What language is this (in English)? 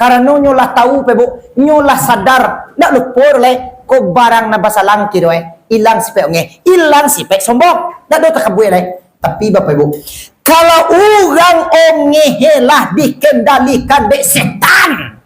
Minangkabau